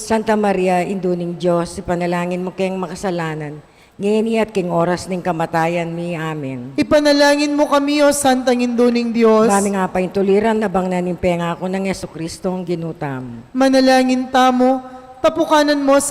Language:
Pampanga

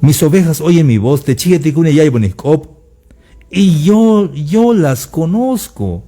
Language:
Tzeltal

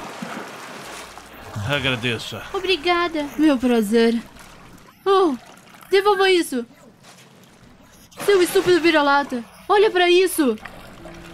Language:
Portuguese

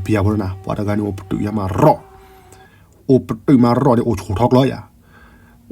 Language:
S'gaw Karen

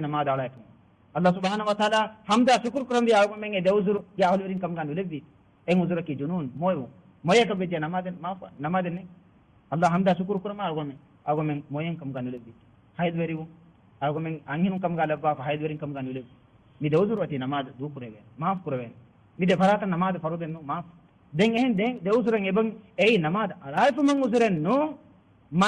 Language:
Divehi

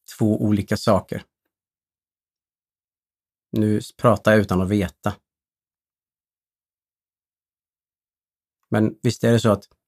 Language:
Swedish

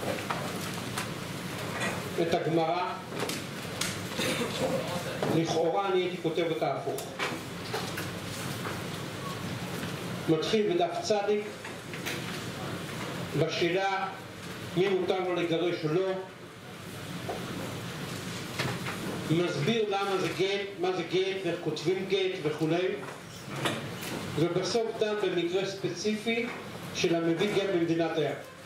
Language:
Hebrew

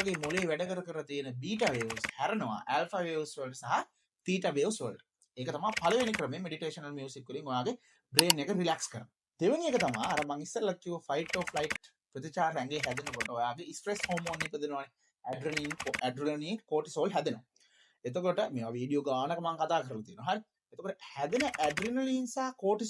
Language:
Sinhala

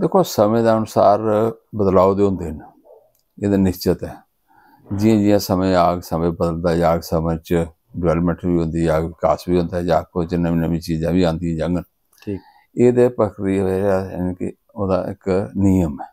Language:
Dogri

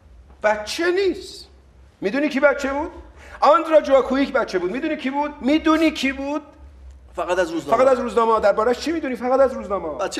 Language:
Persian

